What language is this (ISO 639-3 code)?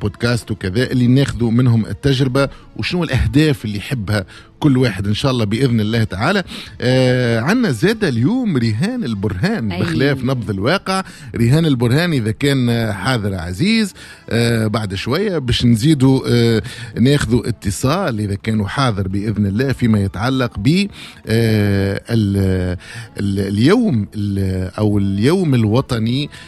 aeb